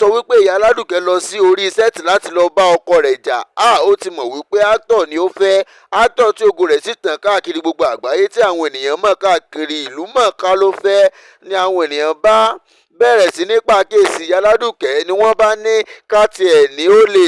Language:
Yoruba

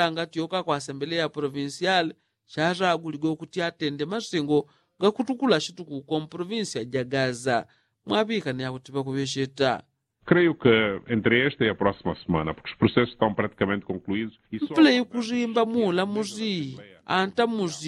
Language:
Yao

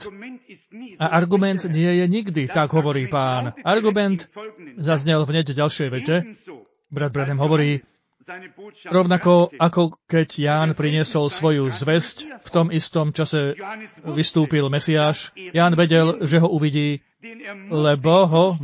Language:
Slovak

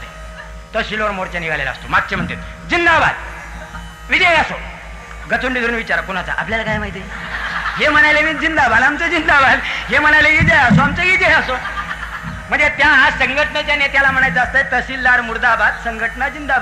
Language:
Marathi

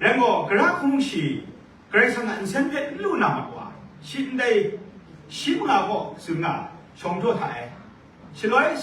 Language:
Kachin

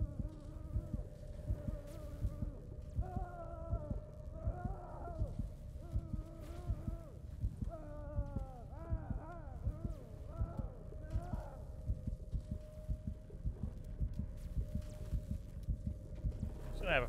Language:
English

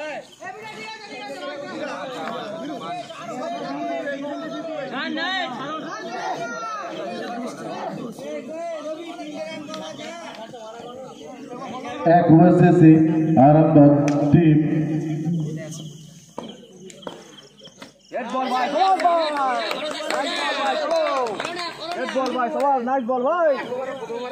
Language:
Bangla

